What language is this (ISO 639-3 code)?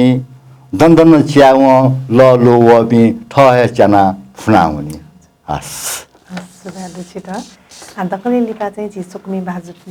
new